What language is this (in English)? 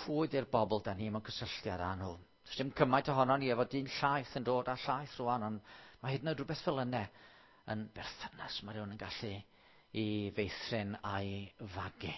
Welsh